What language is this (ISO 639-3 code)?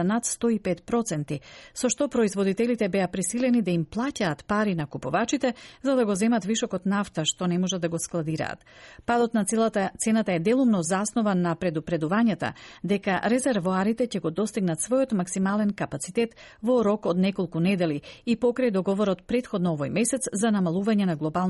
mkd